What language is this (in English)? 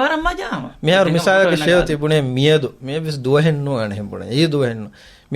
Divehi